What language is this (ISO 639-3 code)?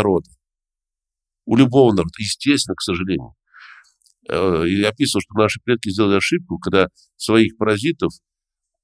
rus